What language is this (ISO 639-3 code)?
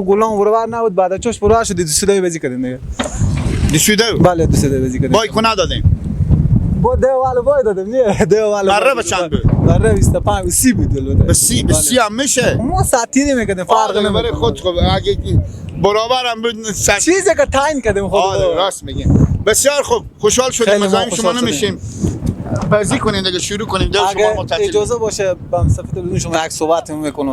fas